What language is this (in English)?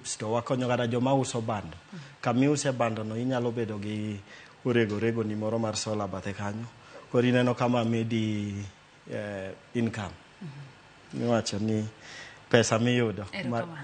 Luo (Kenya and Tanzania)